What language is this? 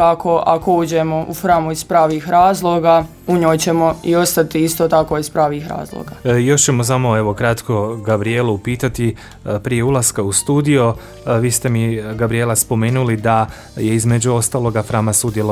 Croatian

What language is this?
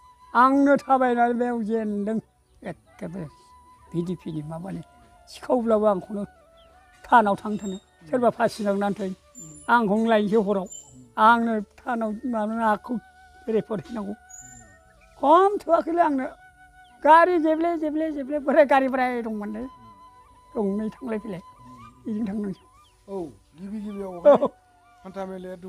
Bodo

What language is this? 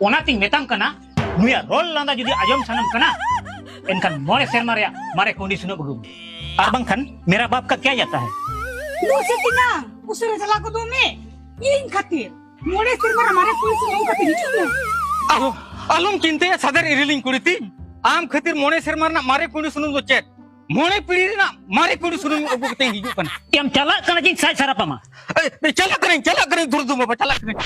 Santali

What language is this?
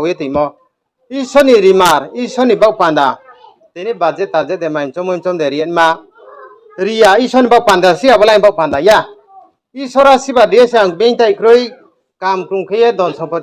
Riang (India)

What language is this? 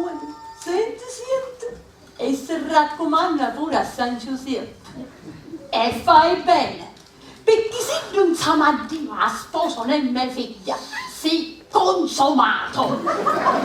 Sicilian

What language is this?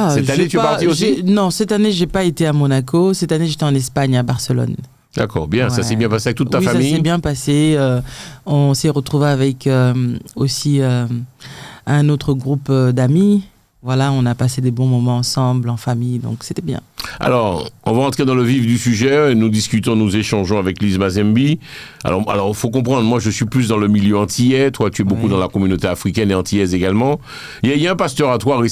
French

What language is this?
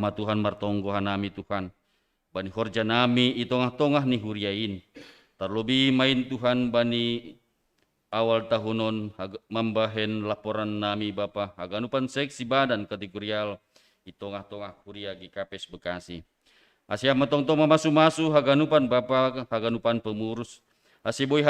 Batak Simalungun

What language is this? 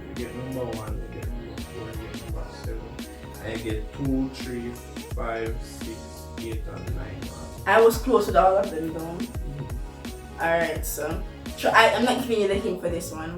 Jamaican Creole English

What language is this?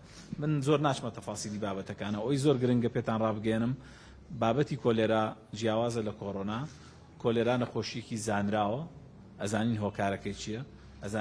Central Kurdish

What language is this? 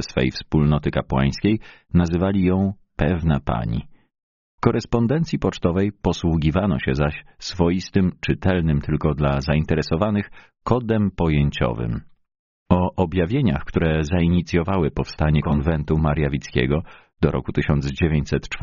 Polish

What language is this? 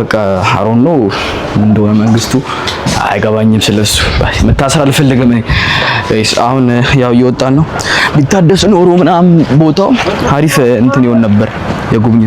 Amharic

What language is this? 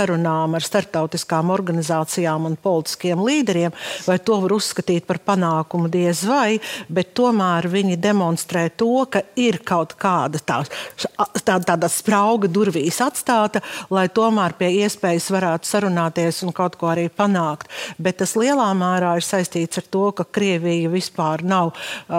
Latvian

